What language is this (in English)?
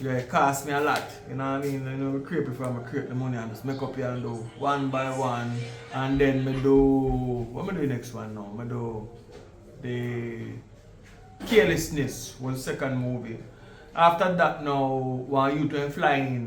Jamaican Creole English